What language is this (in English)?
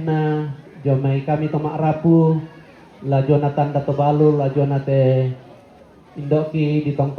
Toraja-Sa'dan